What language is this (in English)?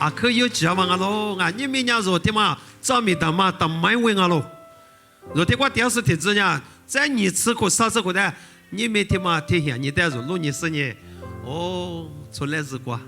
Lisu